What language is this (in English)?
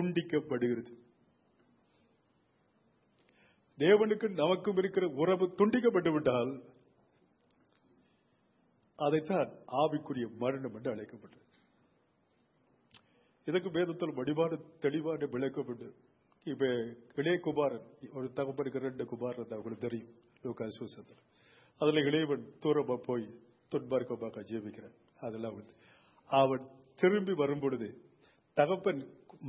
Tamil